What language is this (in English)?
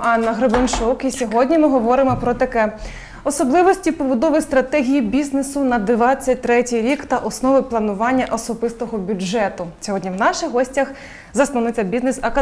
Ukrainian